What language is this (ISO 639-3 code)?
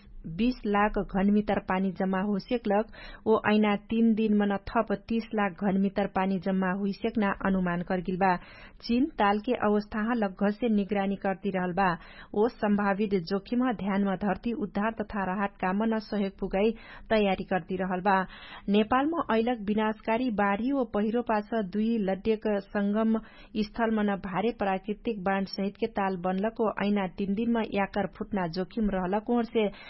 thl